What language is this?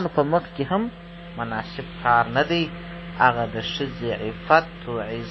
Pashto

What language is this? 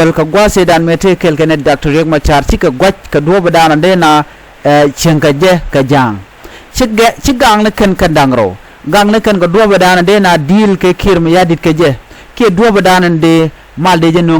Nuer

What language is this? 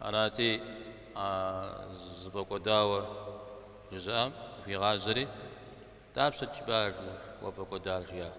Kabardian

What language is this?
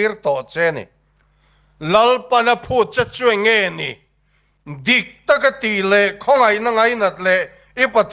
Mizo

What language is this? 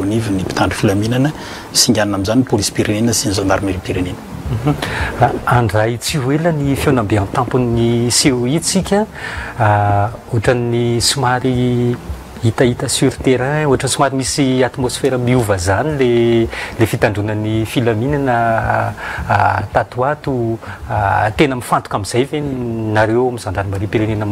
Malagasy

